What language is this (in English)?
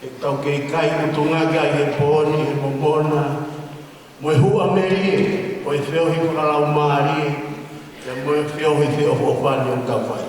Tongan